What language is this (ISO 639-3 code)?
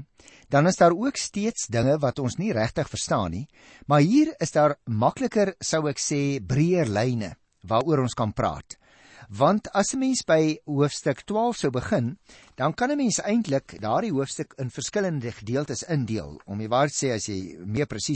afr